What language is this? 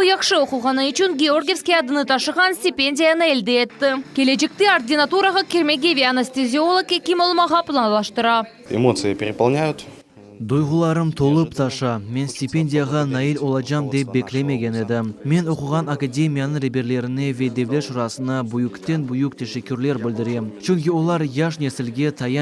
Crimean Tatar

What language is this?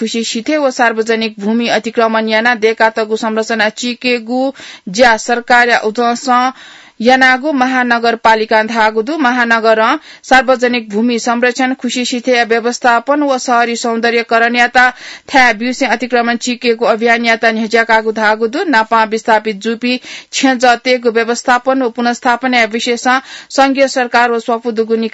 Newari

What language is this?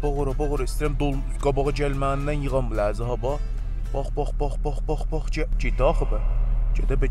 South Azerbaijani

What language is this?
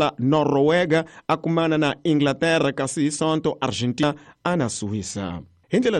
Tsonga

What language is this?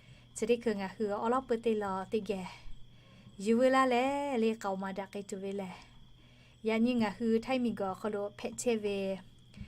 Lahu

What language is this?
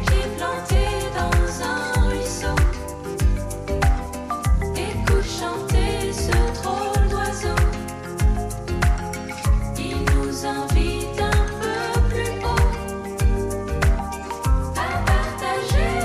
French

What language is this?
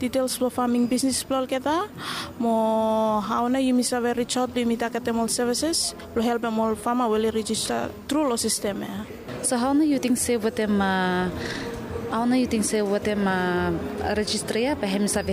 Bislama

